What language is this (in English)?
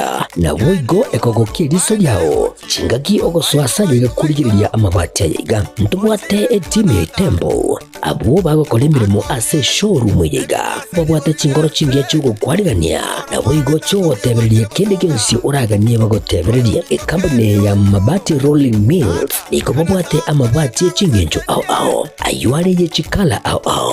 Gusii